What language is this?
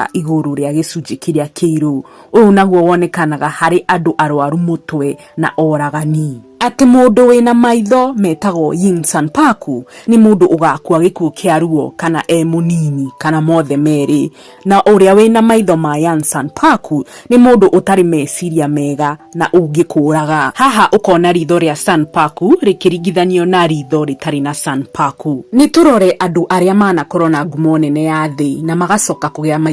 Kikuyu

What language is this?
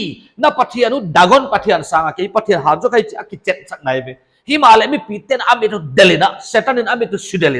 Paite Chin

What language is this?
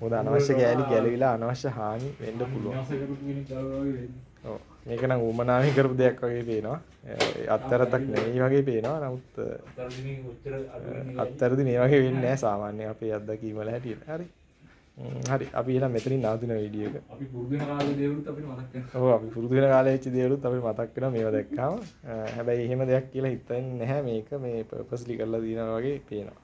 Sinhala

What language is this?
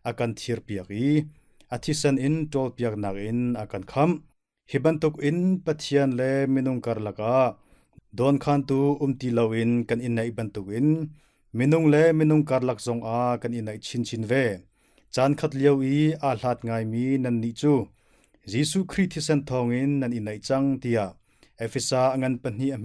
Hakha Chin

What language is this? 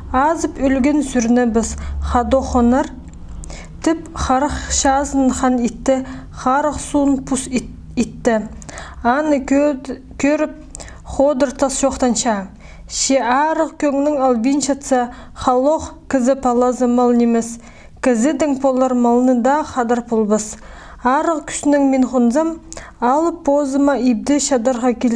Khakas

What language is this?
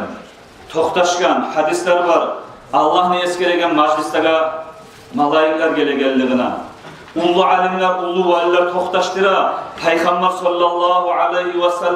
Kumyk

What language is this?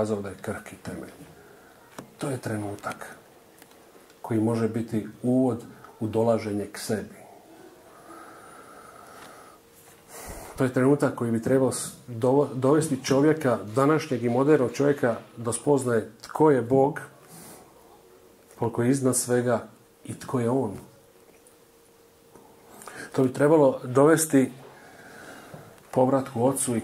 Croatian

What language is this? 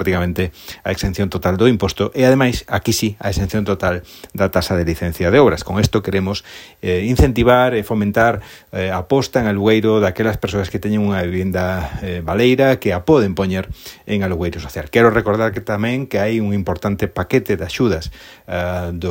Galician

